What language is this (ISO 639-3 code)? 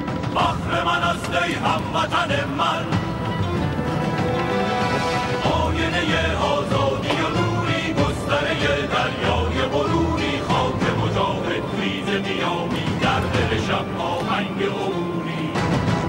fas